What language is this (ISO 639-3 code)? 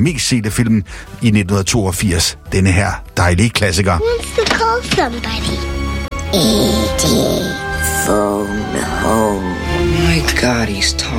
dan